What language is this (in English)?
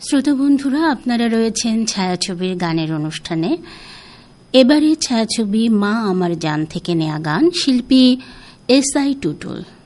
Bangla